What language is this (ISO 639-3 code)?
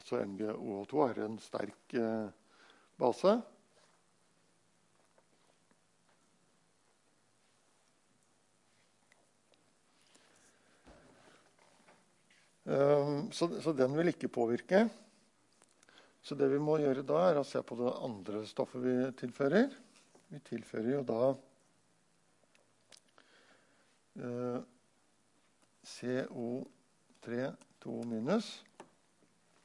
nor